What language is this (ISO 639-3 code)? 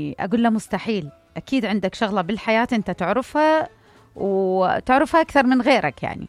acm